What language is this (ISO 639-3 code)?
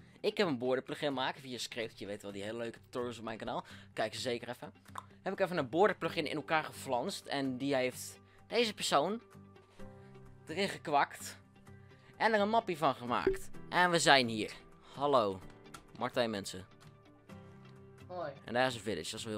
nld